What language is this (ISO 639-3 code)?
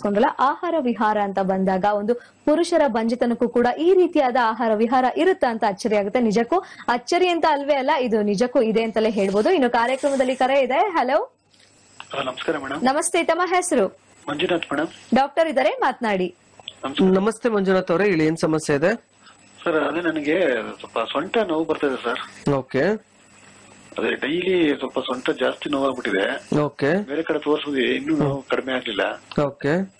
kan